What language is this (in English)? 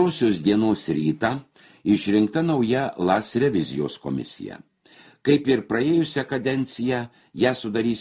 Lithuanian